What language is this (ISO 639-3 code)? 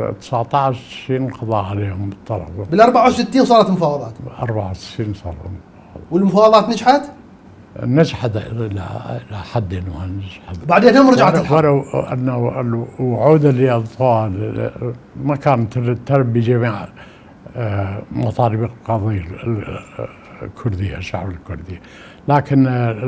acm